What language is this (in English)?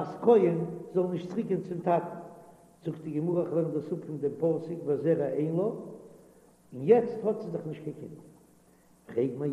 Yiddish